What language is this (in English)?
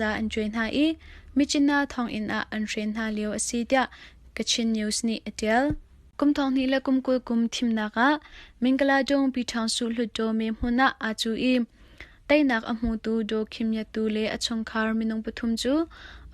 Hakha Chin